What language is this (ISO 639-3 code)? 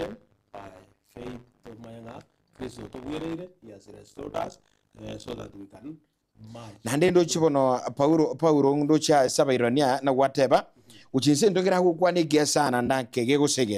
guz